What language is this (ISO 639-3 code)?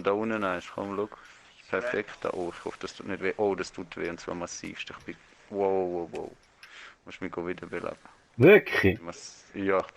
gsw